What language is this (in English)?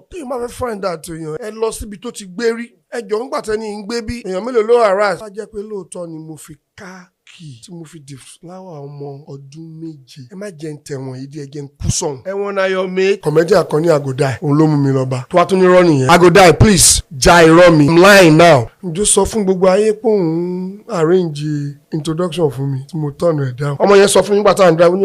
Yoruba